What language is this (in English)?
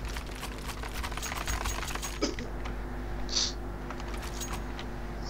Bulgarian